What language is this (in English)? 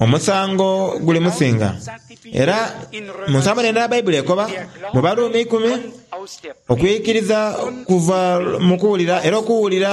Soga